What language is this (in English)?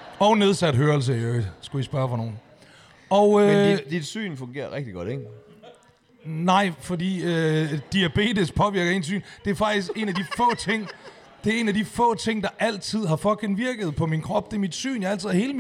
Danish